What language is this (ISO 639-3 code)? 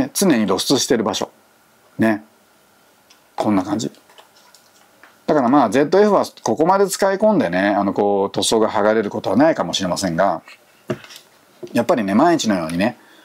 jpn